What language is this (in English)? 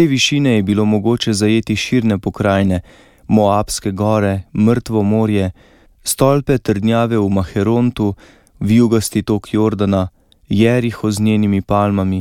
Slovenian